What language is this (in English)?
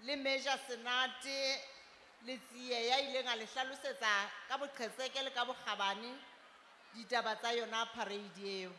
Southern Sotho